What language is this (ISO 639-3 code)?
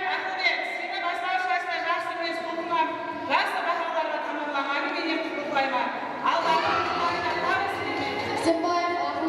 kaa